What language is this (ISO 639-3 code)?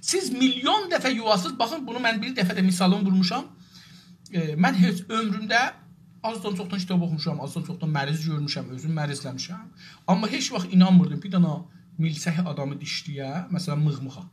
azb